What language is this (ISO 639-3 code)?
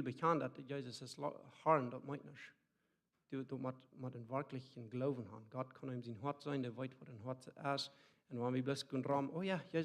pdt